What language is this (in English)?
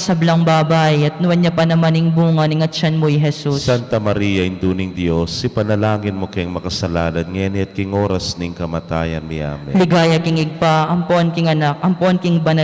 Pampanga